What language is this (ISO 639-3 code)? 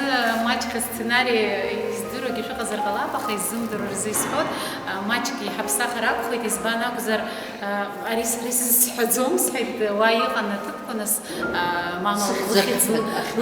abk